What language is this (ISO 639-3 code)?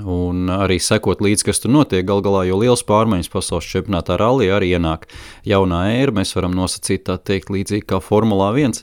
lav